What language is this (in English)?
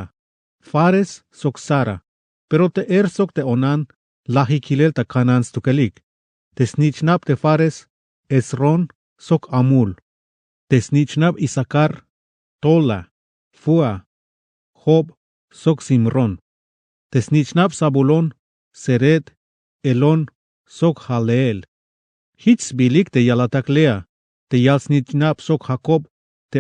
Tzeltal